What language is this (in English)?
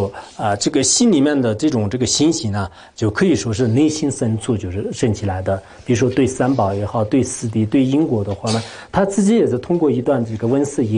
Chinese